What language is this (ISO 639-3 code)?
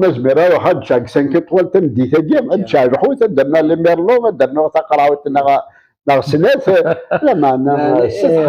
kab